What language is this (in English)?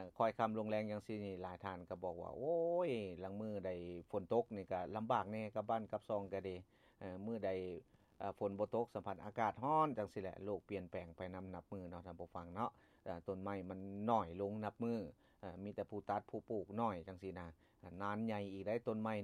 Lao